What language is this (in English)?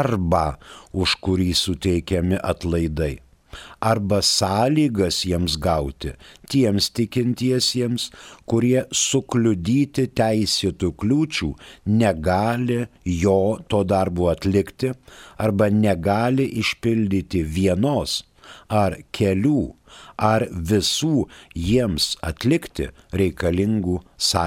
Lithuanian